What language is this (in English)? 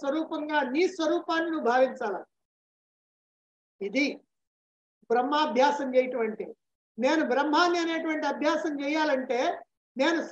Telugu